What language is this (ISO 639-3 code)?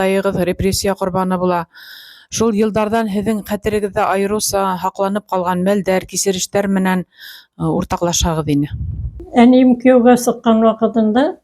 bak